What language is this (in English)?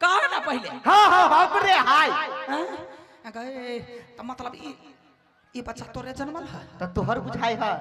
Maithili